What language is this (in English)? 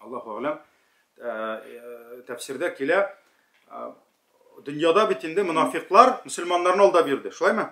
Tatar